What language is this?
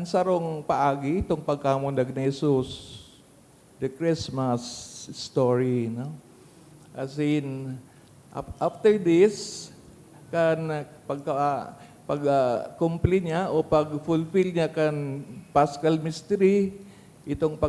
Bikol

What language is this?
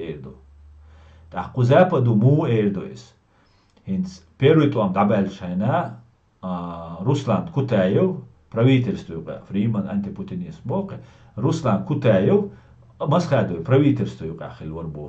Chechen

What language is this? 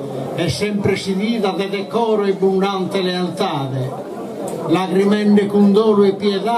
Sardinian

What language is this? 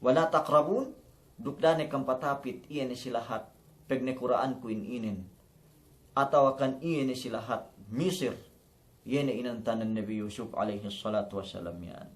Yakan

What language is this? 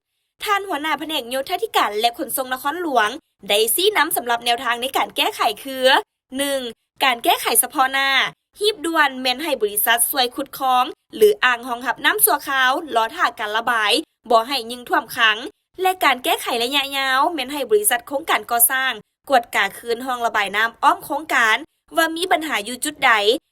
Lao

